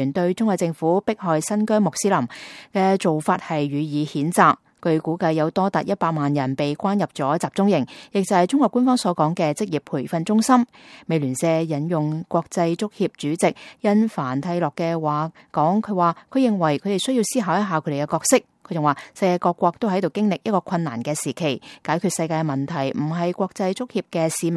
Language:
Cantonese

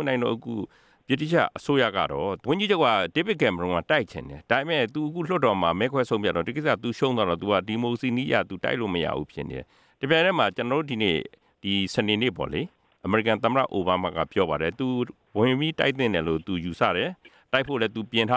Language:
Burmese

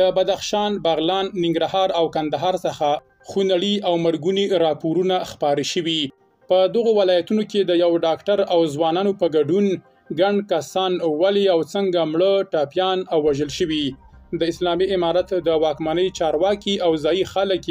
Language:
Pashto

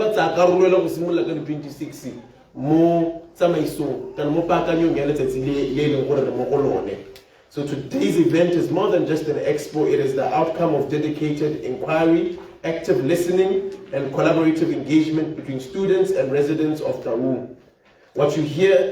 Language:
Tswana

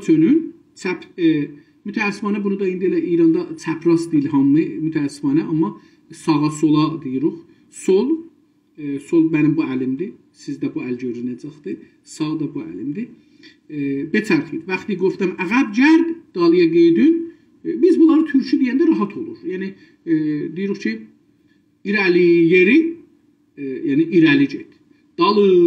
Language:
South Azerbaijani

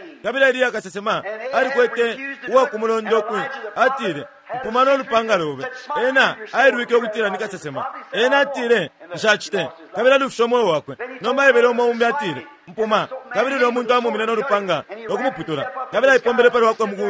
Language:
Bemba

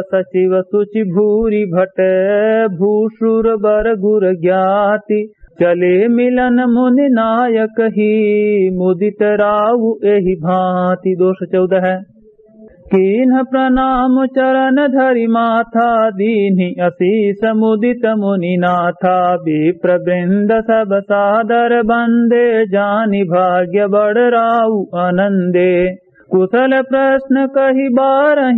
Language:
Awadhi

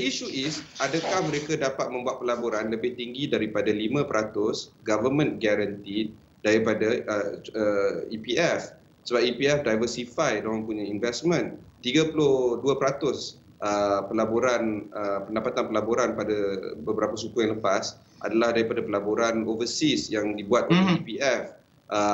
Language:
Malay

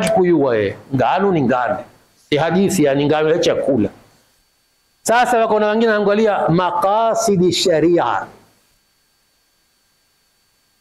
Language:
Swahili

